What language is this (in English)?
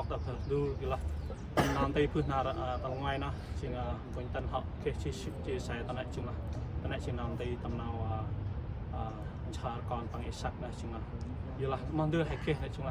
Central Mnong